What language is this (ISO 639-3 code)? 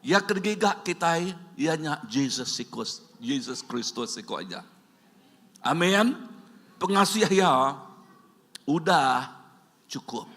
iba